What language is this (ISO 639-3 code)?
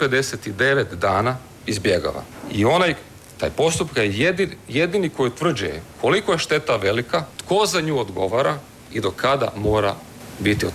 hrv